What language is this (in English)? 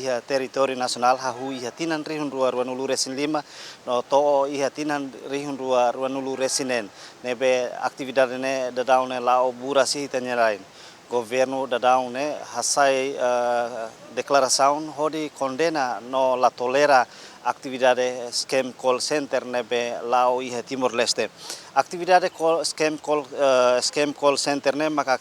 Tetum